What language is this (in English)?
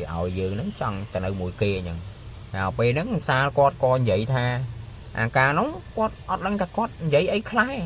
Khmer